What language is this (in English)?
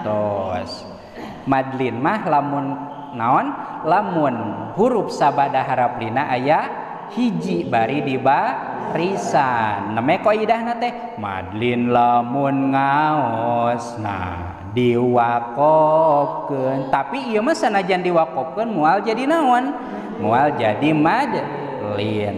Sundanese